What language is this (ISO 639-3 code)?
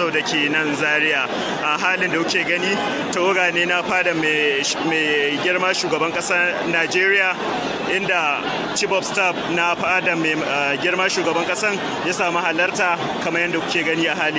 hau